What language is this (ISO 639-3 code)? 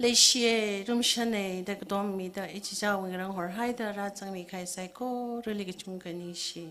nmf